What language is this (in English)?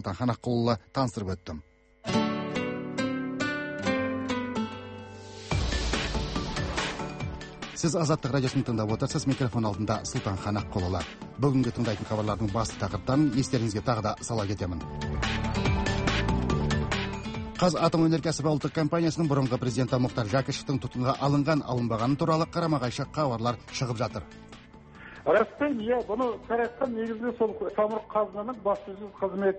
Kazakh